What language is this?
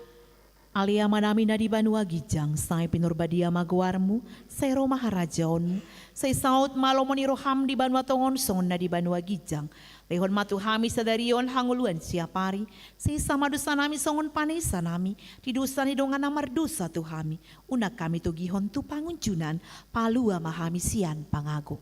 Batak Toba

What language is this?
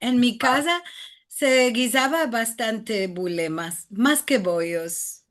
Ladino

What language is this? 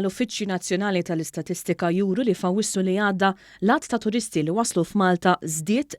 Maltese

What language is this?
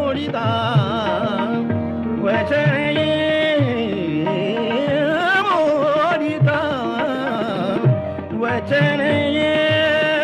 Marathi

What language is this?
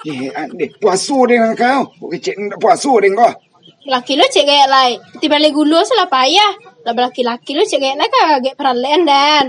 Minangkabau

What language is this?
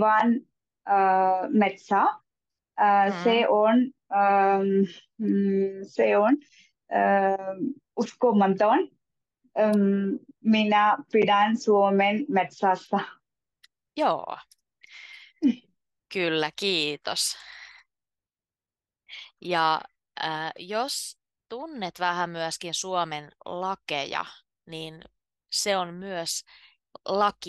Finnish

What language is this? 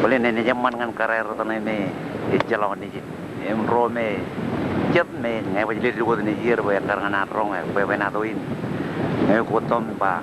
Marshallese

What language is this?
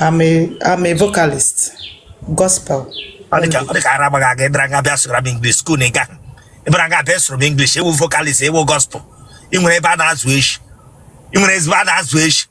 Igbo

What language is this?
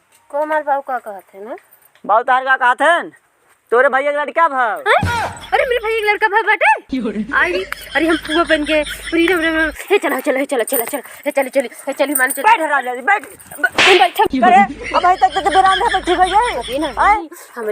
Awadhi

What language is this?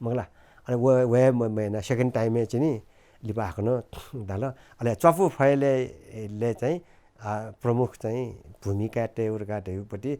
Newari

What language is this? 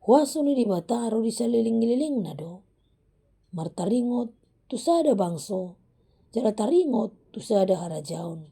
Batak Toba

